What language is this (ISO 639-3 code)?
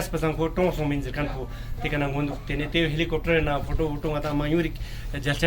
lbj